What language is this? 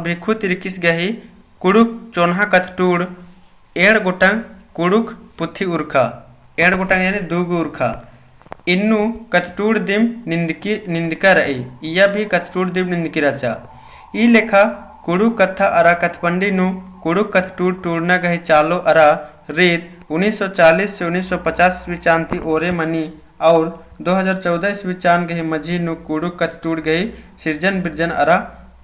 Kurukh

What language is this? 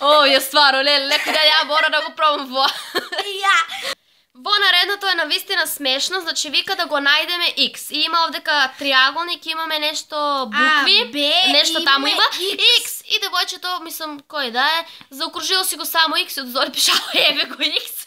Macedonian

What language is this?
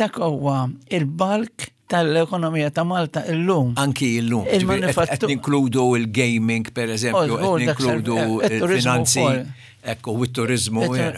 Maltese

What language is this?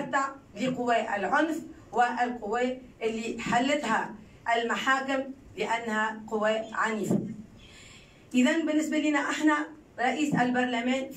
Tunisian Arabic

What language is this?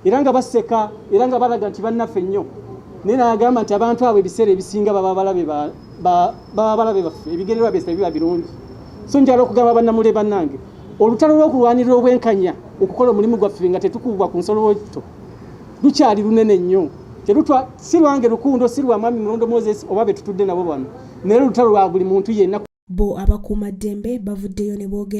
Ganda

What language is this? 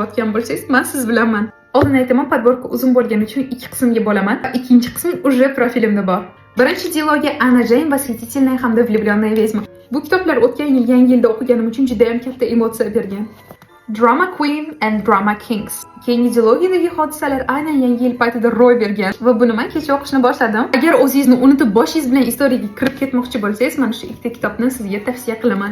Uzbek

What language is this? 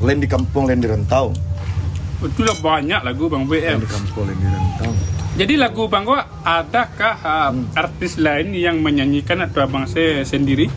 Minangkabau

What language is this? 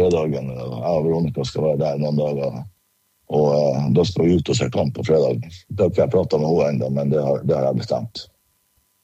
Norwegian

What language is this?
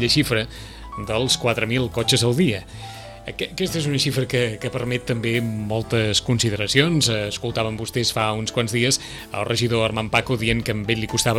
Catalan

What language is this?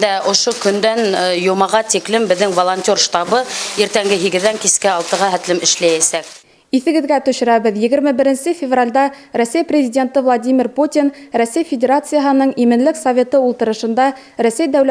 Bashkir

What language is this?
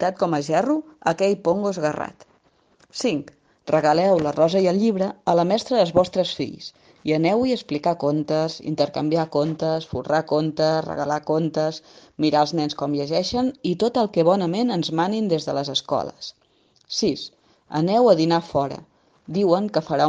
Catalan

